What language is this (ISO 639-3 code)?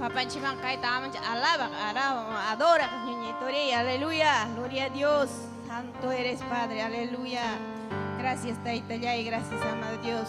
quy